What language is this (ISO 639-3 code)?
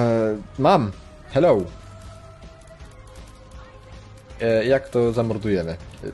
pol